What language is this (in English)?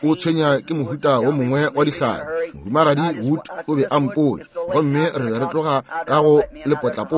Northern Sotho